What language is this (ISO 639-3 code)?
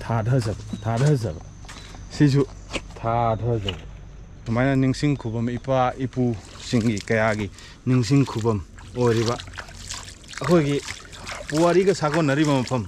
mni